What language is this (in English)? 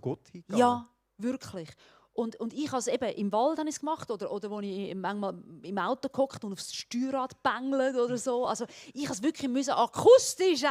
Swiss German